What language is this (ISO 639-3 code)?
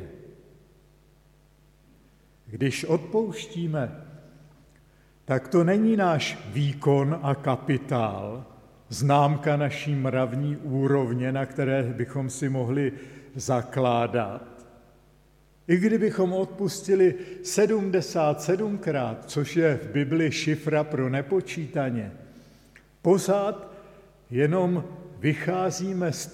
ces